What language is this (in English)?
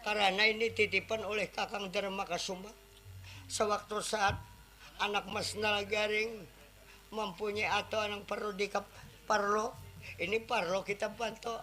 Banjar